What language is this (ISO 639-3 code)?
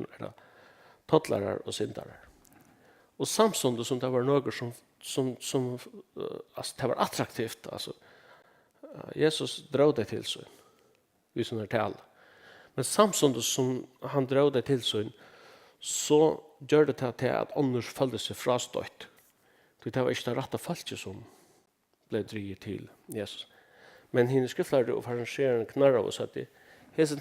fao